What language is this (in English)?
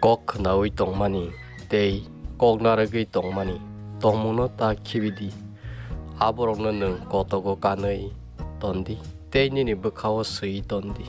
Kok Borok